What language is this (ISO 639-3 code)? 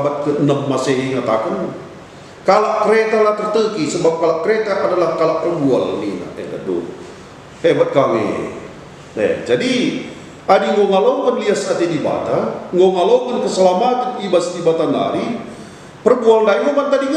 btx